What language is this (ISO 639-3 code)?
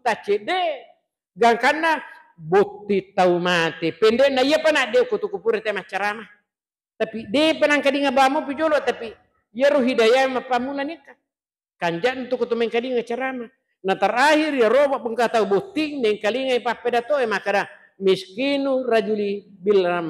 bug